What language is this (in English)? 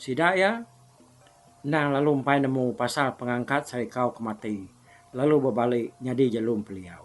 Iban